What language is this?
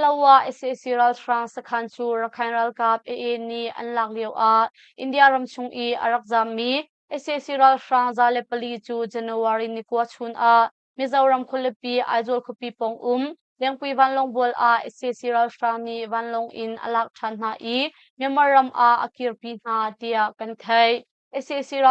Hakha Chin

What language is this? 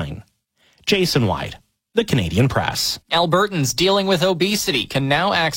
English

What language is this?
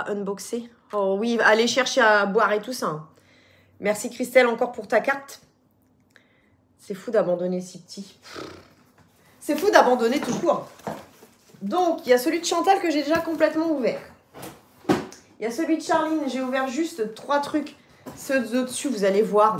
French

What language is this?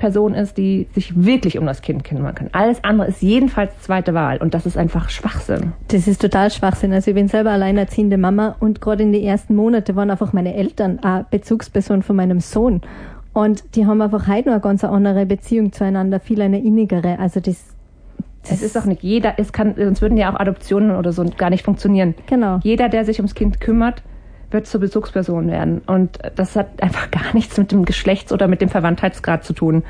German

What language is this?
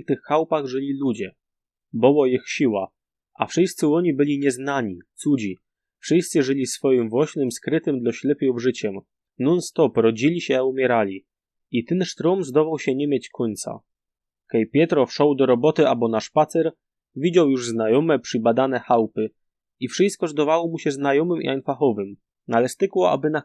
Silesian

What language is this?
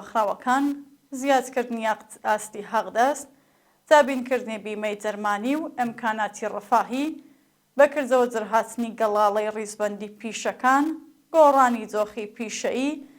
Central Kurdish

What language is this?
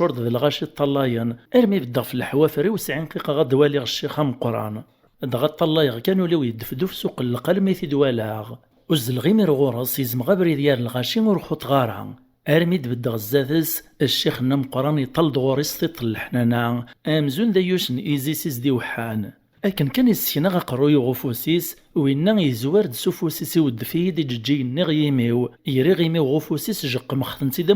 Kabyle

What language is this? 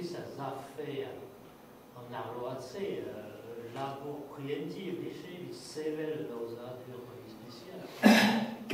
Breton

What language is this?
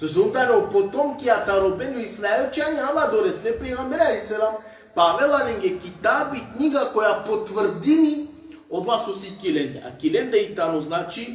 Balkan Romani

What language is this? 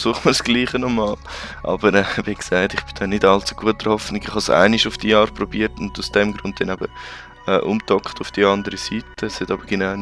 Swiss German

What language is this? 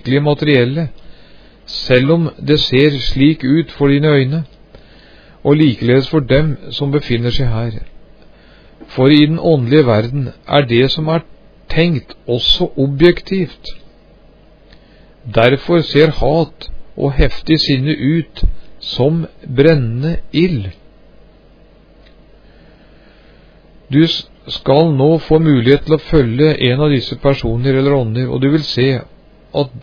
Norwegian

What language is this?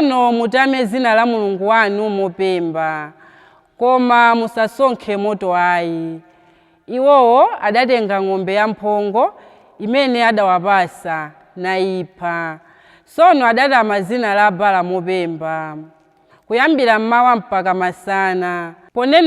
Nyanja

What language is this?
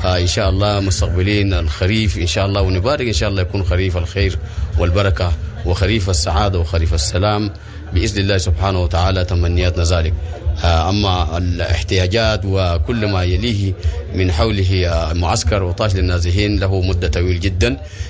Sudanese Arabic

